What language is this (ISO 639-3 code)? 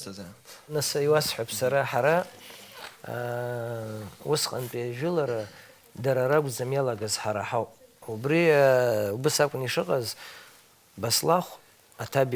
abk